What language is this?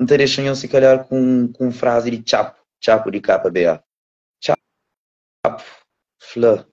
Kabuverdianu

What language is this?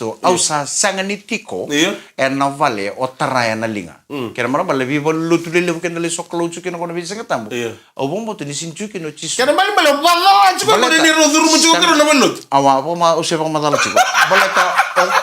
Fijian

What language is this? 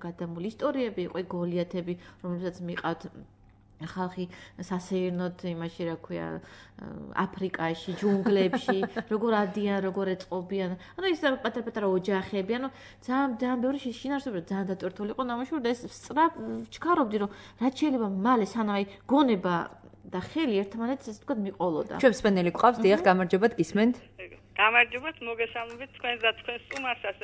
Georgian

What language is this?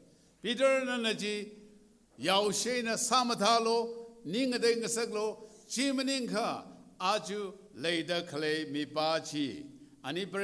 Tangkhul Naga (India)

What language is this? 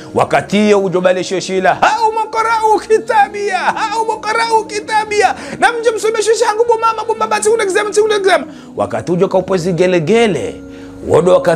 Ngazidja Comorian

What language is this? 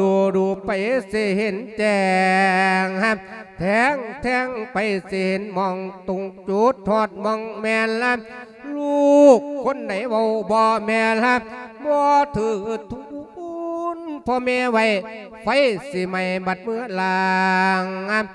Lao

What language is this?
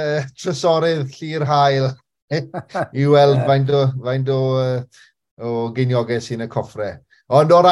Welsh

